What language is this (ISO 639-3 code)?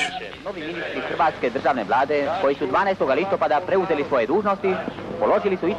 hrv